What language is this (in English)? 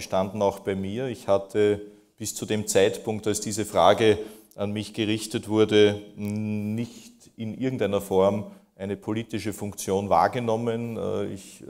German